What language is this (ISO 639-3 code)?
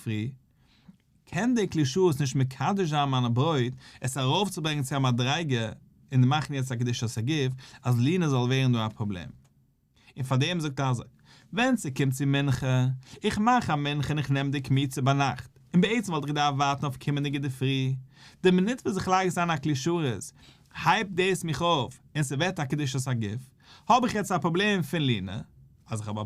yid